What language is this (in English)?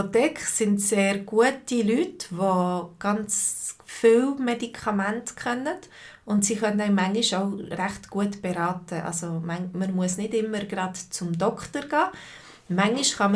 Swiss German